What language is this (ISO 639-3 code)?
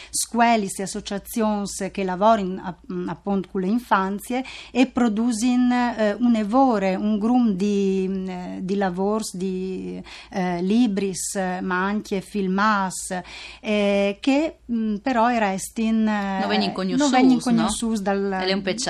fur